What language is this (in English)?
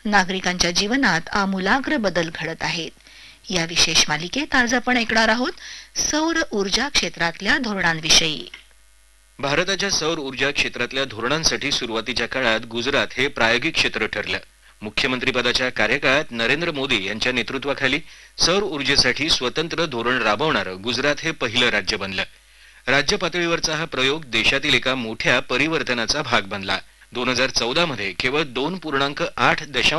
Marathi